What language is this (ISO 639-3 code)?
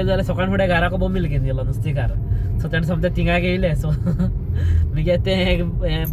kok